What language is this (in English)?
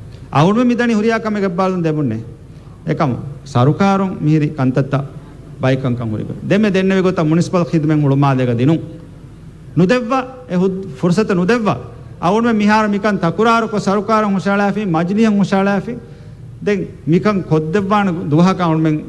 Divehi